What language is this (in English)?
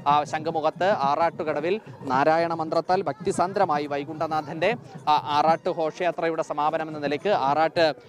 Malayalam